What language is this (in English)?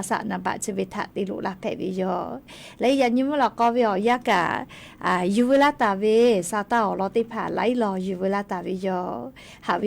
Lahu